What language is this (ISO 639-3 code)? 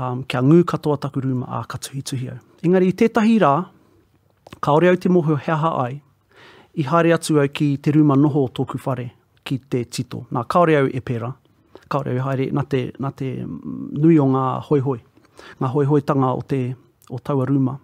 mri